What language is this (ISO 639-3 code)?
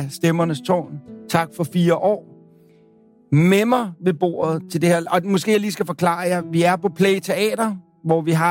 dan